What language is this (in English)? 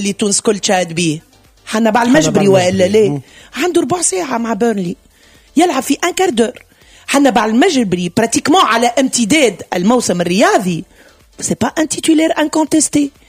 Tunisian Arabic